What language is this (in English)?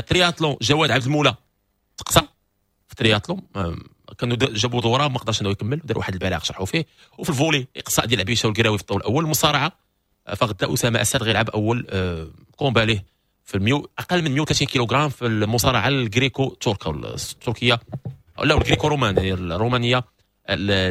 Moroccan Arabic